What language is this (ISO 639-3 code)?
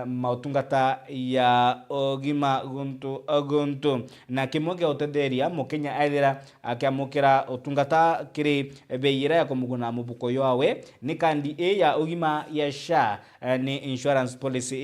mer